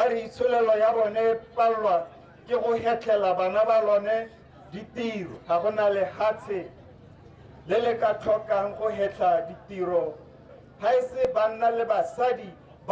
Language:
Tswana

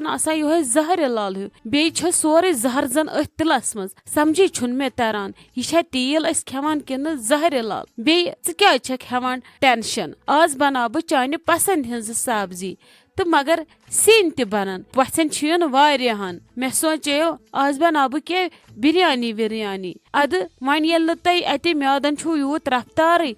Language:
Kashmiri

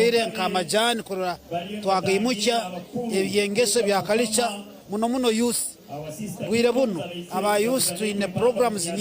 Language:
Nyankole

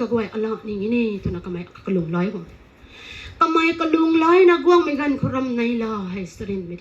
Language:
Rongmei Naga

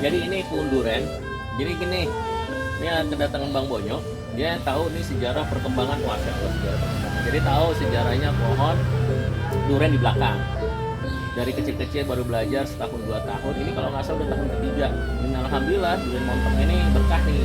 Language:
Betawi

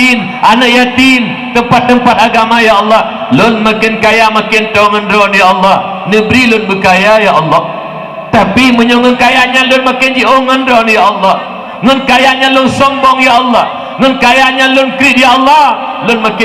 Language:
Achinese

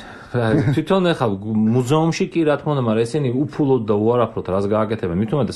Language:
Georgian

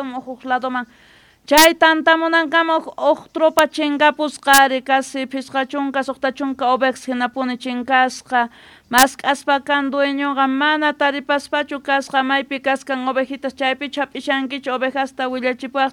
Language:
South Bolivian Quechua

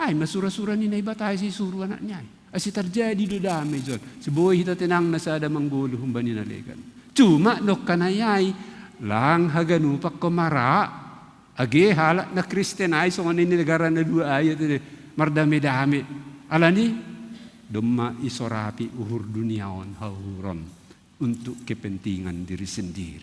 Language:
Batak Simalungun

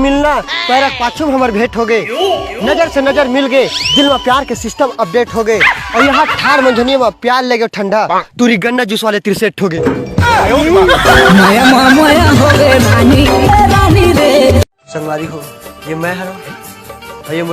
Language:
Chhattisgarhi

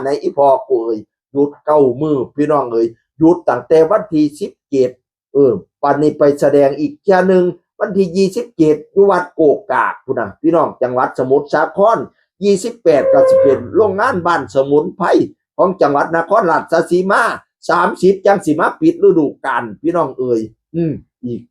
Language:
Northeastern Thai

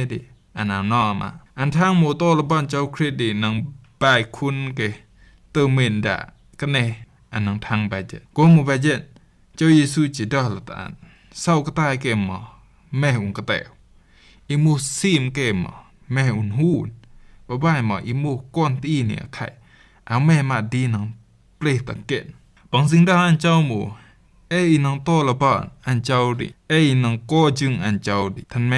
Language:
Rumai Palaung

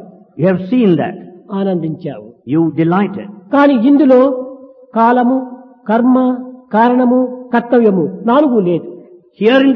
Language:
Telugu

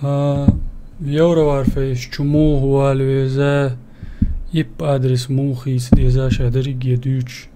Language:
Chechen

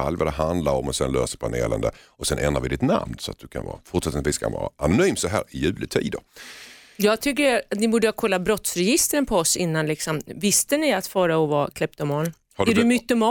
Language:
Swedish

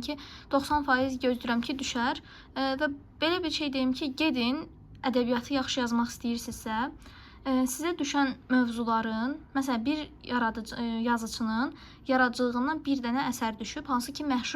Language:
Azerbaijani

